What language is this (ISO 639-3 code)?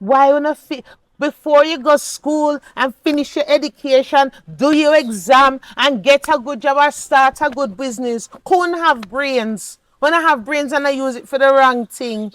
jam